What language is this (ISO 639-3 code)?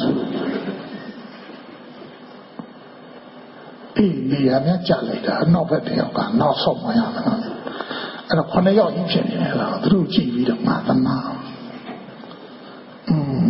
mya